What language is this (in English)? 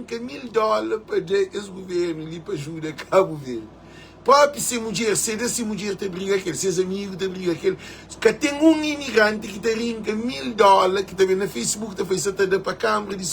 Kabuverdianu